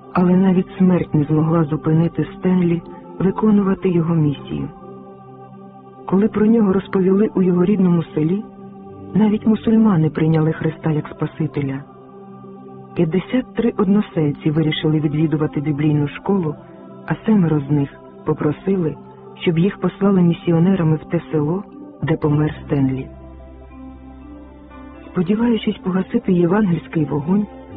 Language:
Ukrainian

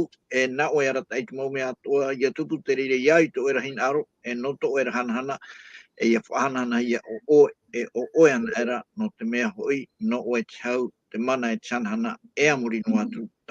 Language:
Tahitian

